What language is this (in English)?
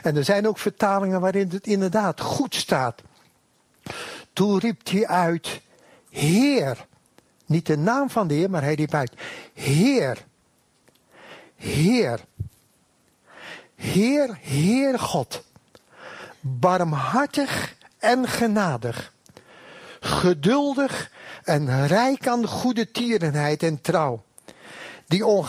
Dutch